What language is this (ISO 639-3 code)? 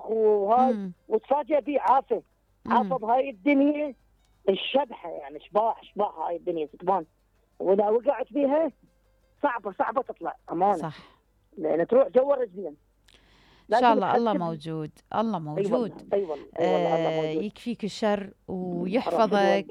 acm